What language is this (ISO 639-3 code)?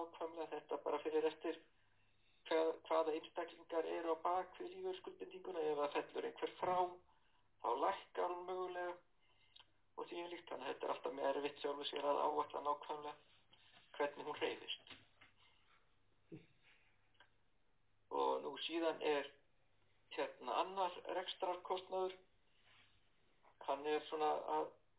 isl